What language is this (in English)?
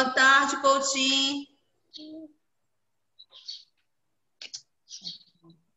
Portuguese